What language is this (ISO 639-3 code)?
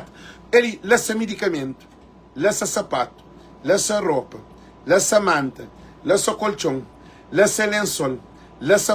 kea